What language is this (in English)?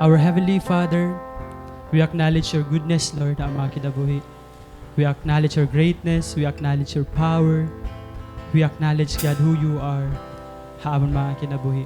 Waray